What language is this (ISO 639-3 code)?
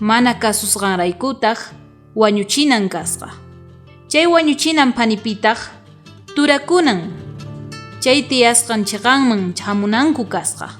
quh